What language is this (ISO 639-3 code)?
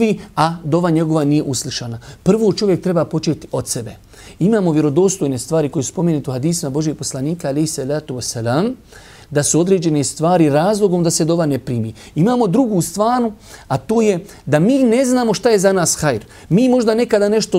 bos